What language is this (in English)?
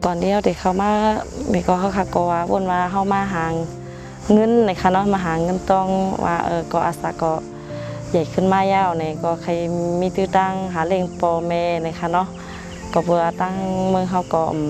Shan